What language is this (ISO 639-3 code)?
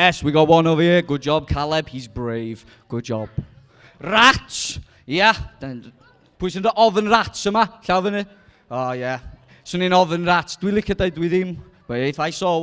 cym